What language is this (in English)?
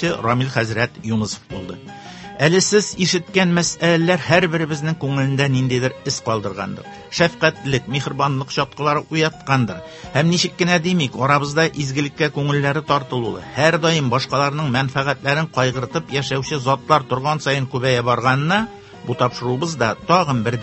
Tatar